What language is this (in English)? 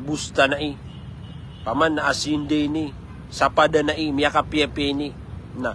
Maranao